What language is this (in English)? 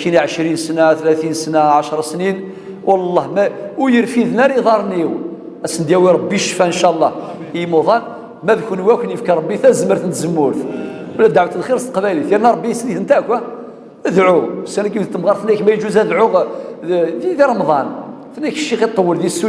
Kabyle